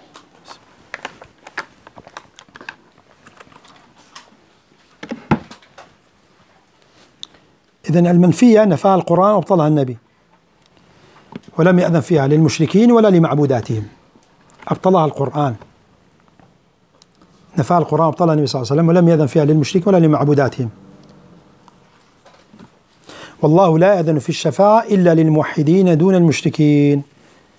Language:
Arabic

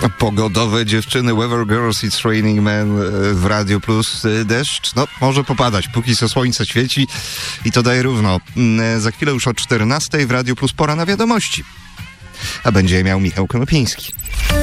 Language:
Polish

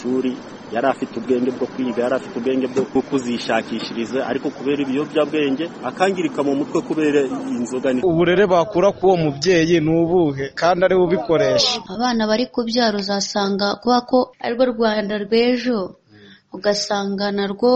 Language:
Kinyarwanda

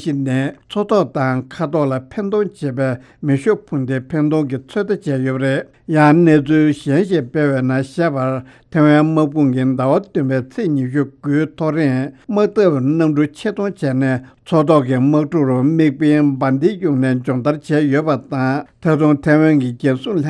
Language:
Tibetan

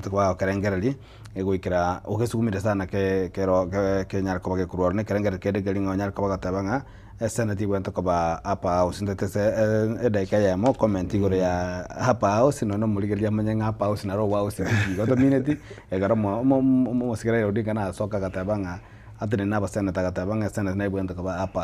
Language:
Gusii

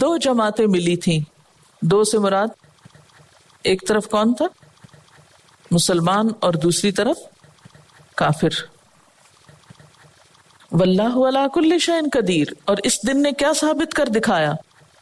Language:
Urdu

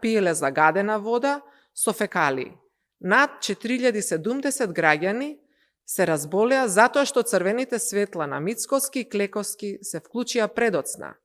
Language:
Macedonian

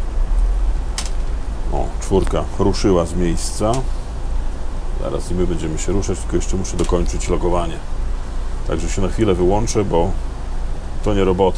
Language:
Polish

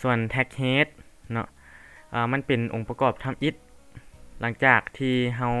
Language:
Lao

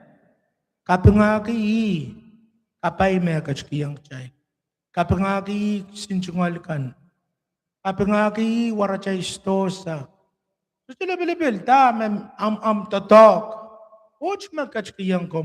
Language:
Pohnpeian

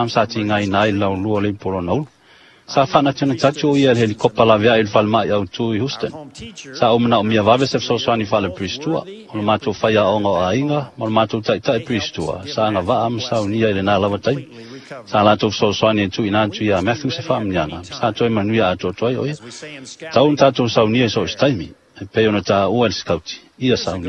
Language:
Samoan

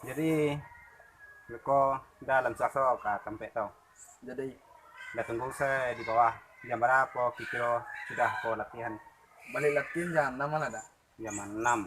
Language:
Minangkabau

